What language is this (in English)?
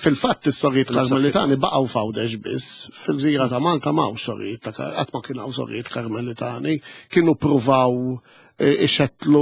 Maltese